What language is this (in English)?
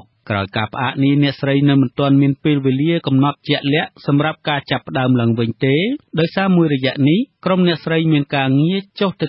Khmer